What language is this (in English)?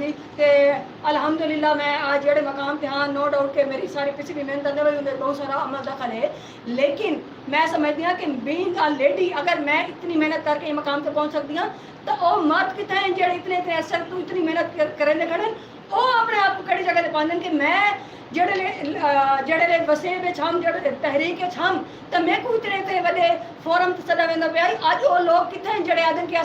Saraiki